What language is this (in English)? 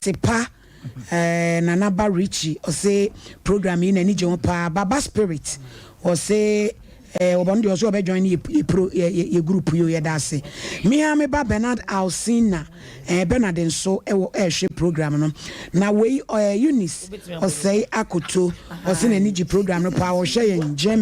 Akan